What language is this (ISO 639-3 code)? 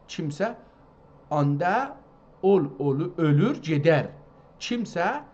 azb